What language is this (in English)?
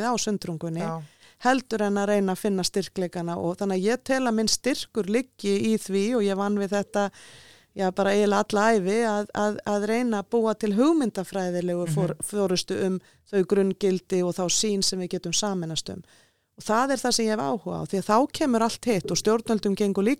Icelandic